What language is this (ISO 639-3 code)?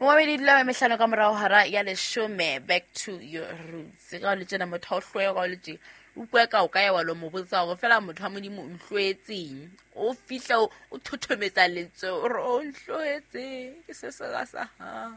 sot